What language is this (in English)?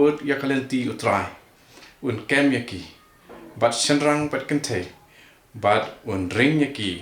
Khasi